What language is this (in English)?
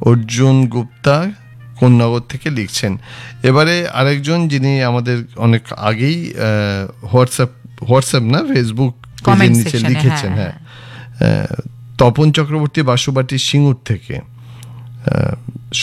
Bangla